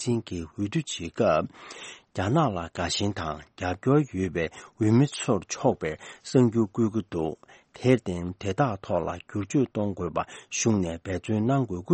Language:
Tibetan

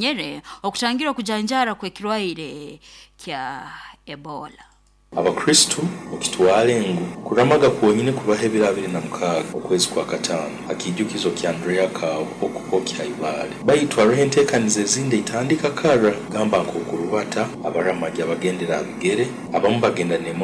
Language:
Nyoro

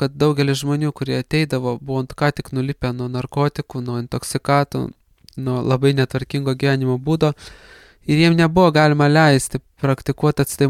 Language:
Lithuanian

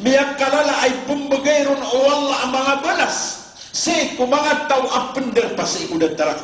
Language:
Maranao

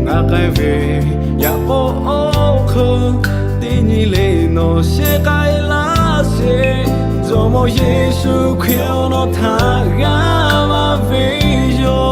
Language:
Lahu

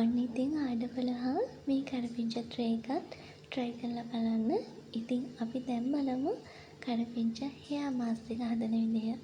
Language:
Sinhala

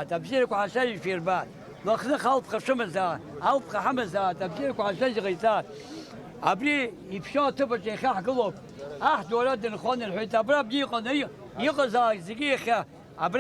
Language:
Abkhazian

